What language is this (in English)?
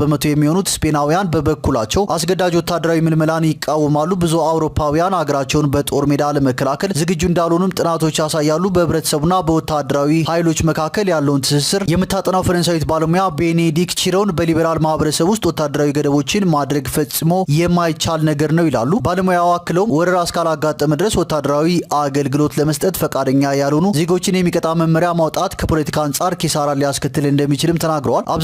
Amharic